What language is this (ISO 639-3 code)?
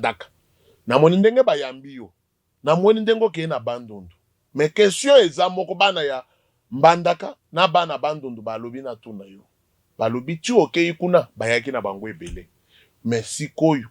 lin